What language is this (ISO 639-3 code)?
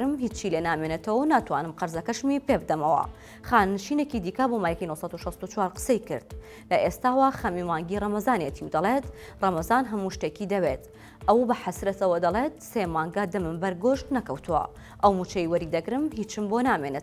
ckb